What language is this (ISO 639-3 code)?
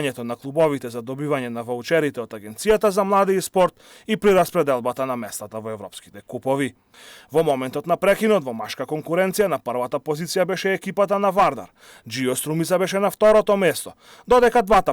mkd